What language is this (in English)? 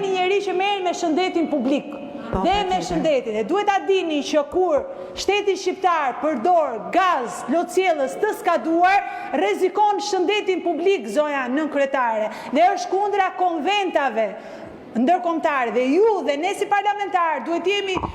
Albanian